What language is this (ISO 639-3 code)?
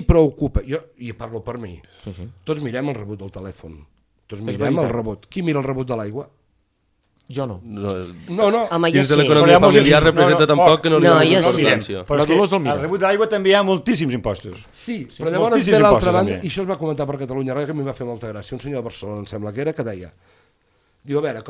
cat